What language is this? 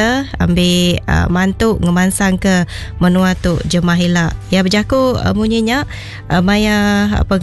Iban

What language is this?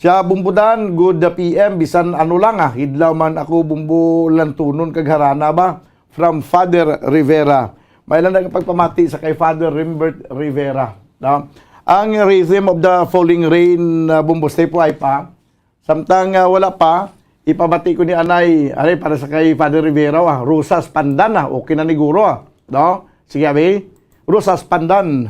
Hiligaynon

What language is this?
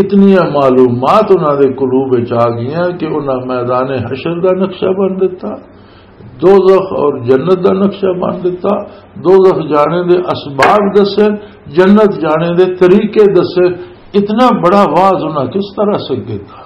Western Panjabi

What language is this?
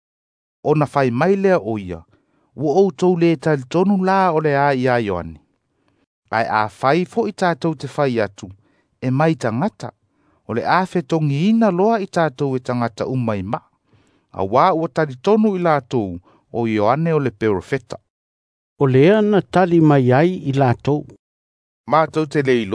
Samoan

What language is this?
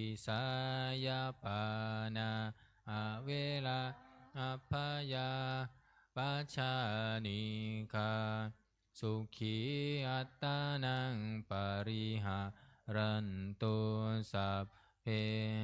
Pali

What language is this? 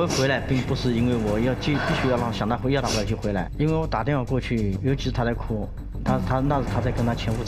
Chinese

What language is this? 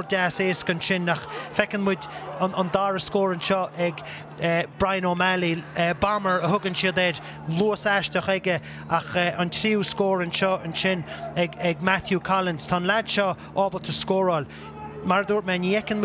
Irish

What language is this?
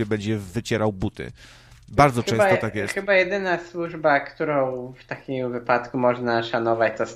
Polish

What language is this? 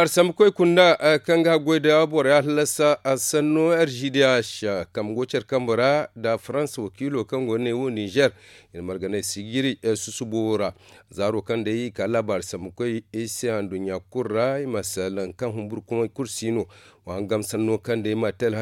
Zarma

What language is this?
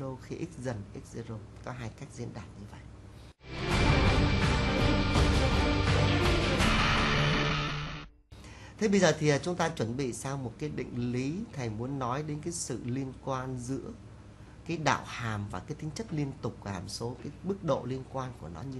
Vietnamese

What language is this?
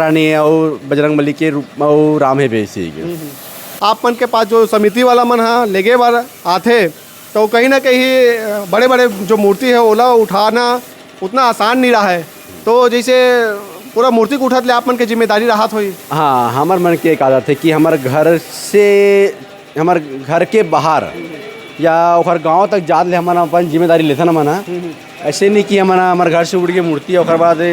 Chhattisgarhi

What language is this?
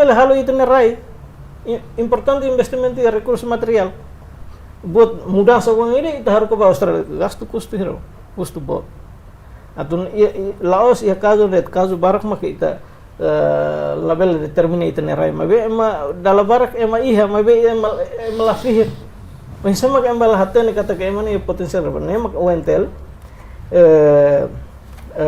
Tetum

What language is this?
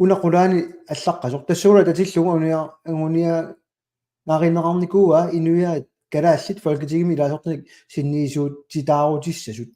Kalaallisut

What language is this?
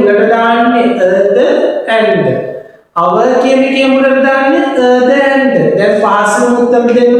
Sinhala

